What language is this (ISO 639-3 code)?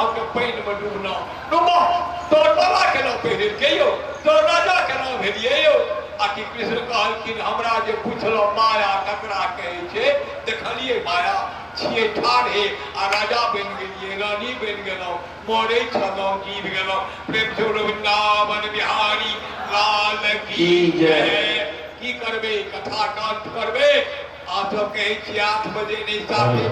mai